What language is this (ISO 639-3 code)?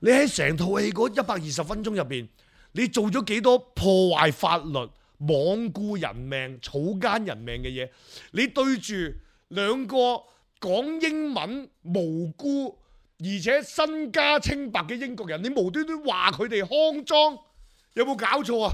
yue